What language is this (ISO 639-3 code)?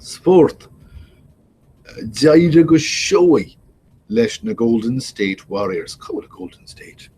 gle